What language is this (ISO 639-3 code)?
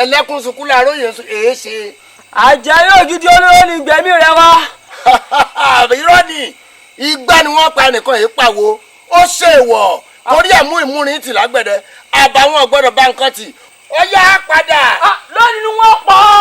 yor